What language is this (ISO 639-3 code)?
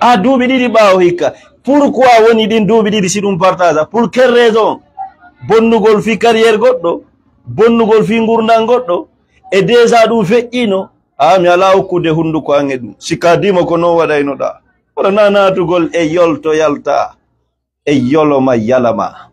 ful